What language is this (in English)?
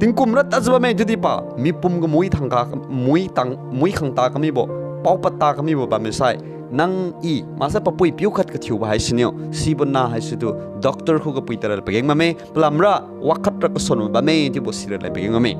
Liangmai Naga